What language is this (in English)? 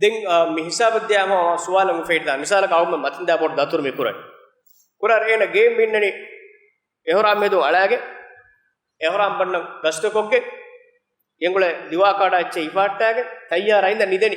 Divehi